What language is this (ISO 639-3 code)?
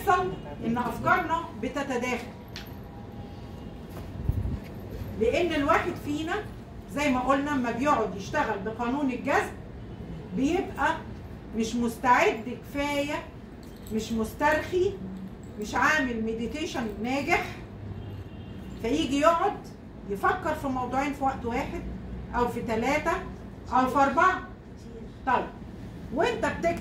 arz